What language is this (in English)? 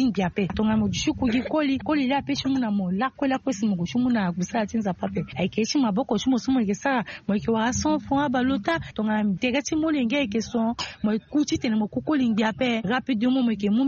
Sango